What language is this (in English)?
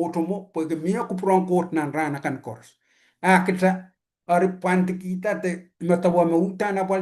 Pohnpeian